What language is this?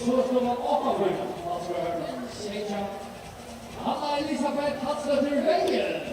Faroese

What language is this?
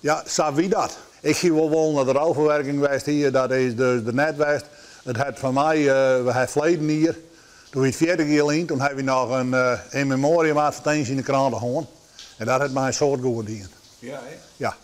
Western Frisian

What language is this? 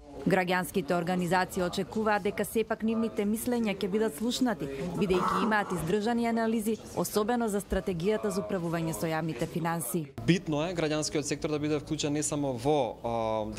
Macedonian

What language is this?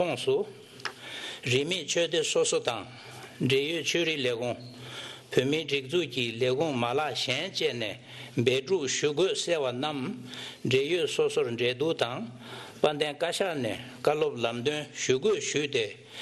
Tibetan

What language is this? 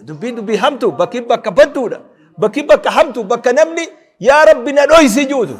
Oromo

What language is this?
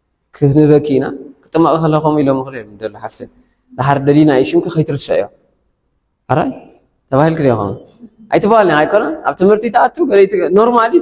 Tigrinya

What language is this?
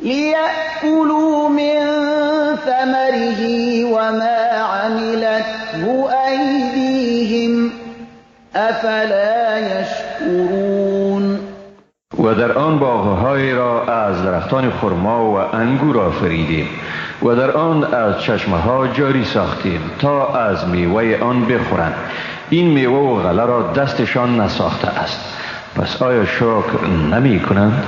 Persian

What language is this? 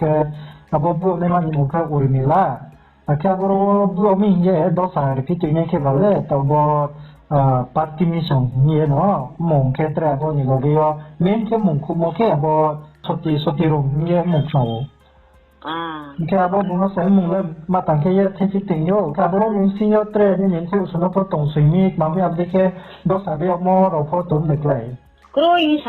Riang (India)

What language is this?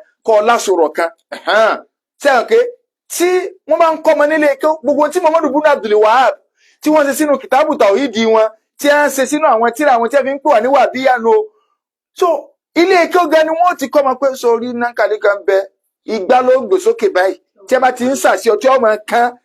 Yoruba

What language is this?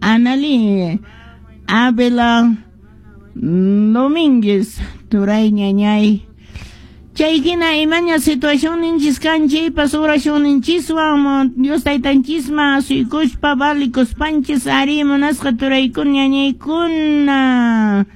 Quechua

